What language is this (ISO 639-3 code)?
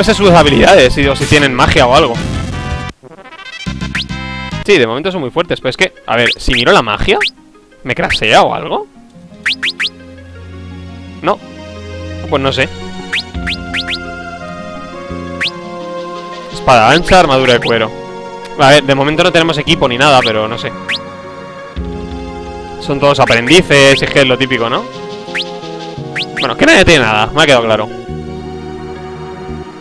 spa